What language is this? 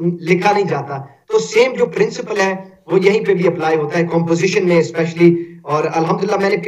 Urdu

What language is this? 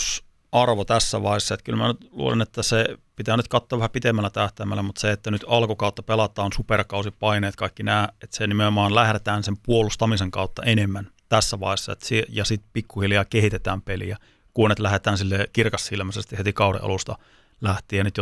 Finnish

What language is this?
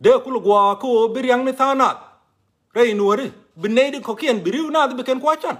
Nuer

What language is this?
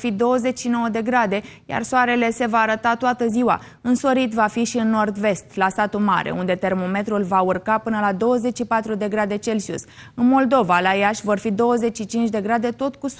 Romanian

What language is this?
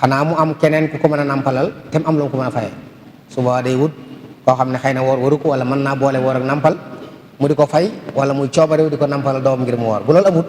Wolof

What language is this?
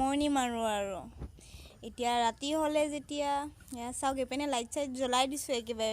Assamese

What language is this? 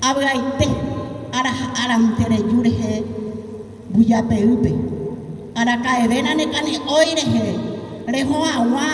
Guarani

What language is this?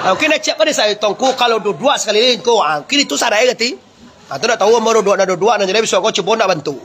Minangkabau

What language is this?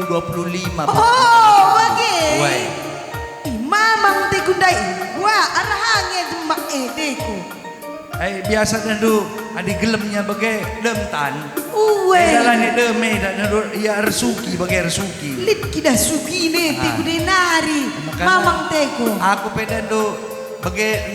Batak Karo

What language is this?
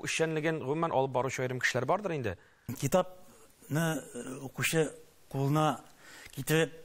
Tatar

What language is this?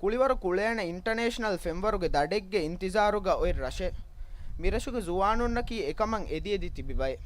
Divehi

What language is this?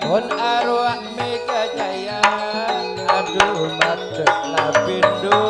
Madurese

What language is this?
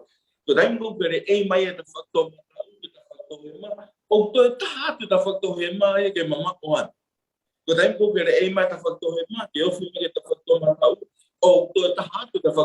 Tongan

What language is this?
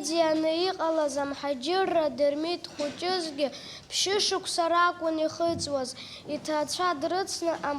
Abkhazian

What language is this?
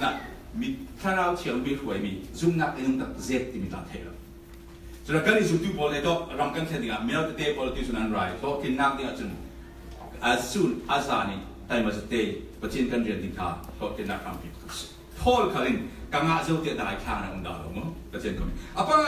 Falam Chin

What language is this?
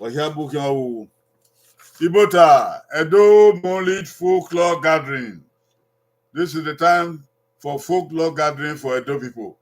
Bini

